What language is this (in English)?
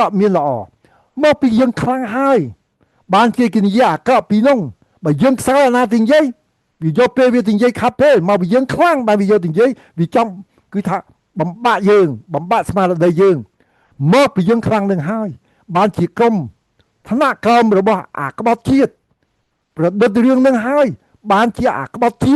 Khmer